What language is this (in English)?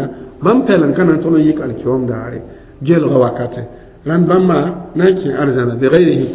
Mossi